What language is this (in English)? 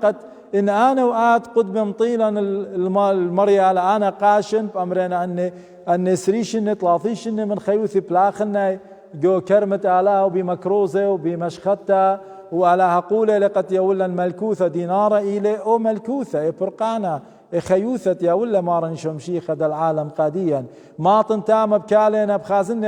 Assyrian Neo-Aramaic